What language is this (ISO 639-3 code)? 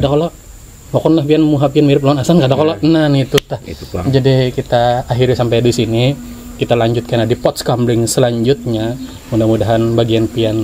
bjn